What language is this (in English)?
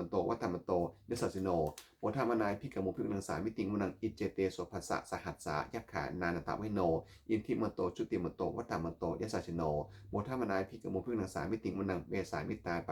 Pali